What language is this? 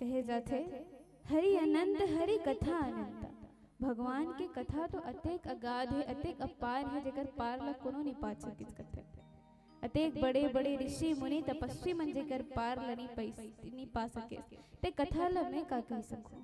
Chhattisgarhi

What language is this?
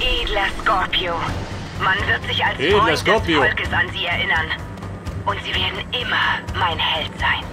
Bavarian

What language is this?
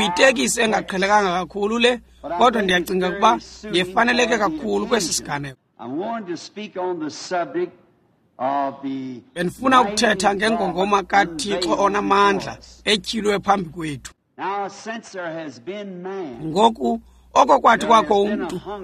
Xhosa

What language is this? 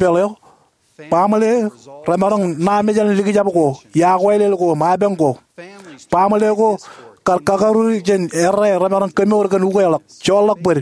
Marshallese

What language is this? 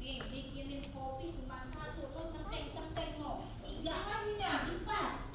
Betawi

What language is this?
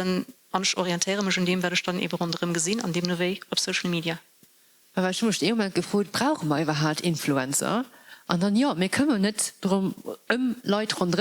Luxembourgish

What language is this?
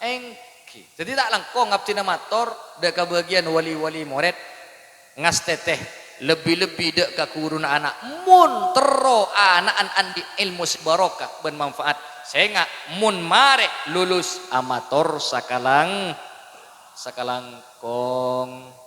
Madurese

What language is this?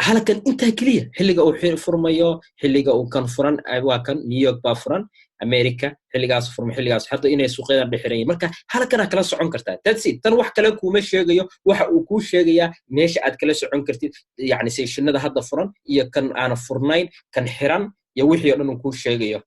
Somali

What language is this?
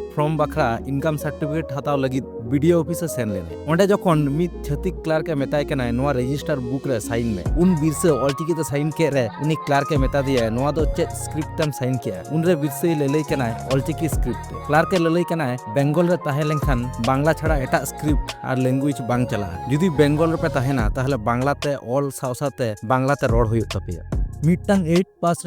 Santali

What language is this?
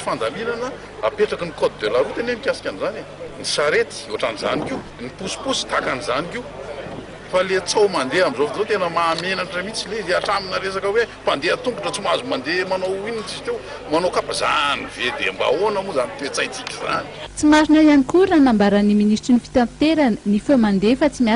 Malagasy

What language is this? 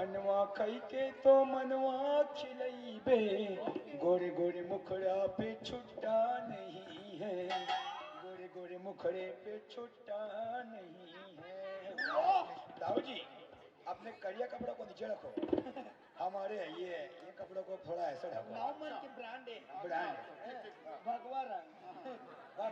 Chhattisgarhi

